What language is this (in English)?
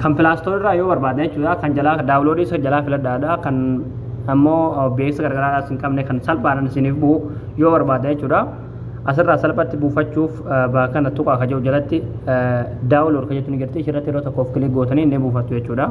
Oromo